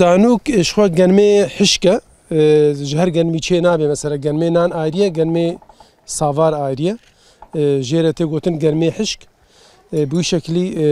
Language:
Kurdish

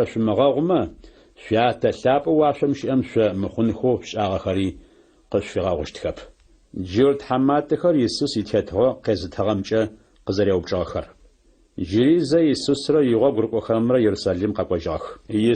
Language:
Adyghe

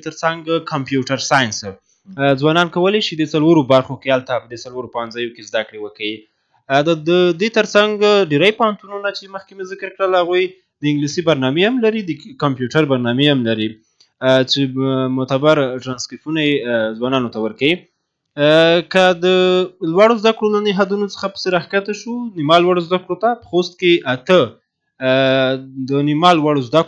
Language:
Pashto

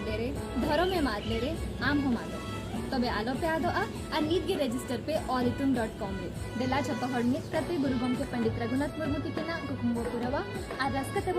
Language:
Santali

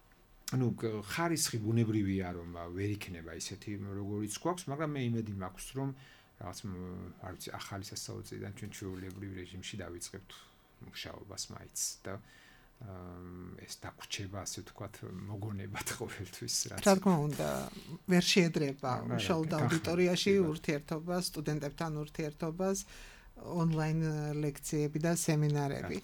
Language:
Georgian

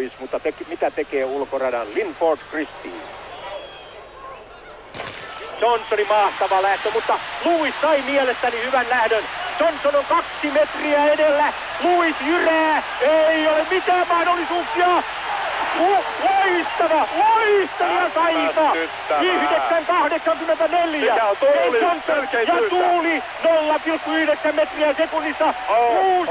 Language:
Finnish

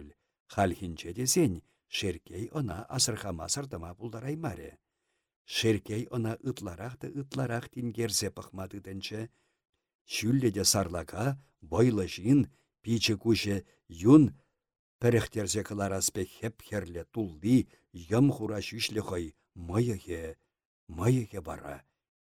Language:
Chuvash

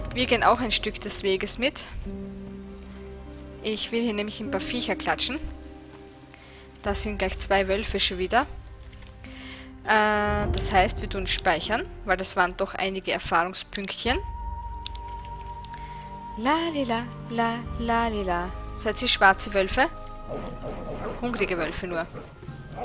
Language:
German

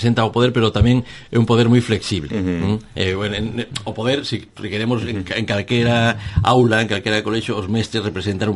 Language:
Galician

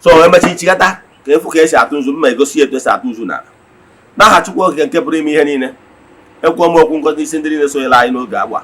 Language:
Igbo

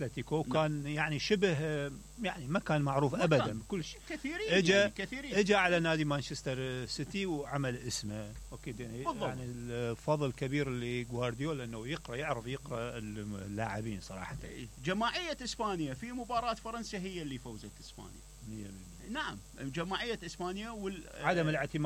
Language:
Mesopotamian Arabic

